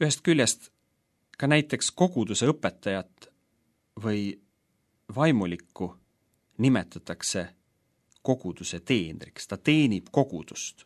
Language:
Estonian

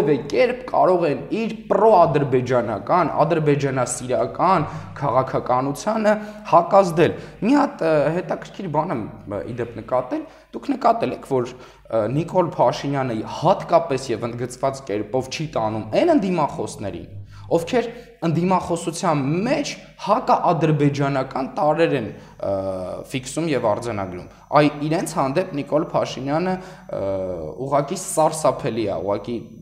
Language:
Armenian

